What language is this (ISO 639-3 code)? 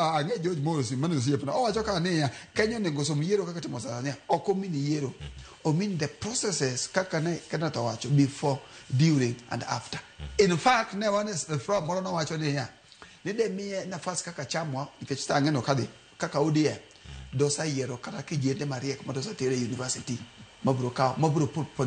luo